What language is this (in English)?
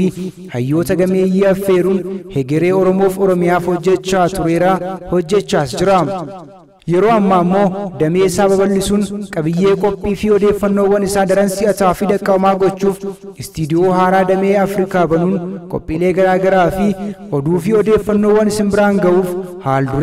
Oromo